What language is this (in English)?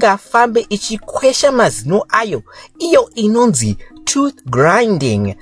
Shona